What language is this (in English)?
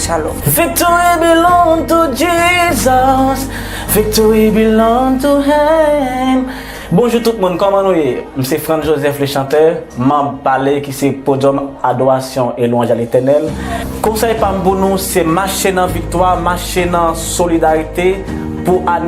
Haitian Creole